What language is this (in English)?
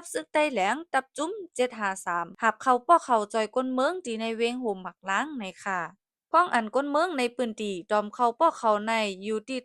Shan